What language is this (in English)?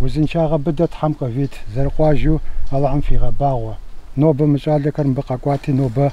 Kabardian